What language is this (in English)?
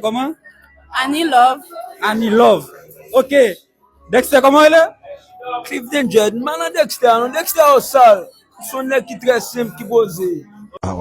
Haitian Creole